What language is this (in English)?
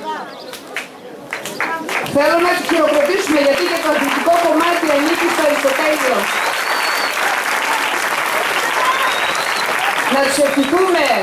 Greek